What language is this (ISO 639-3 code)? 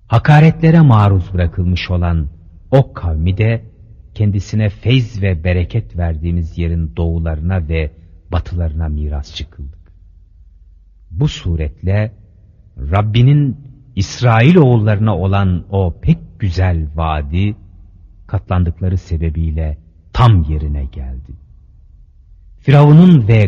tur